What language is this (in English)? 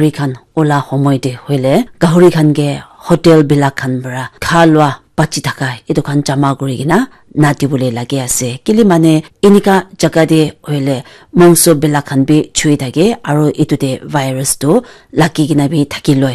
Naga Pidgin